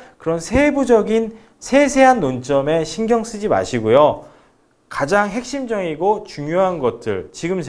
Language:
Korean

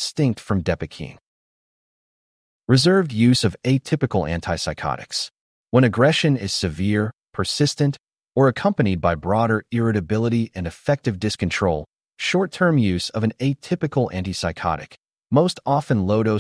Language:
English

